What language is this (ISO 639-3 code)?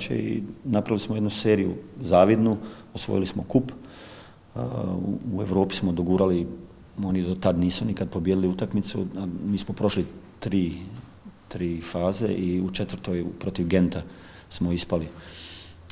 hrv